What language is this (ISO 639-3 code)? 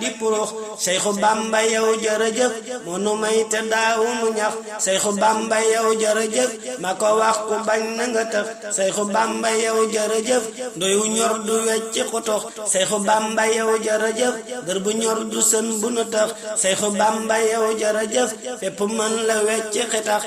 wol